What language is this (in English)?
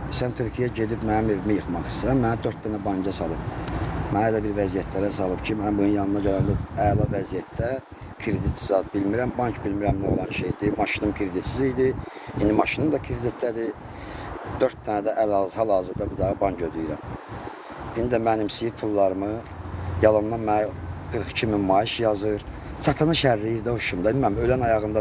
Azerbaijani